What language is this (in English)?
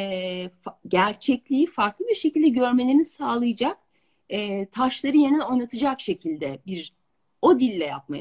Turkish